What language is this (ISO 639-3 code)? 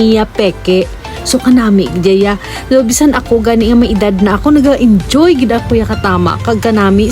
hil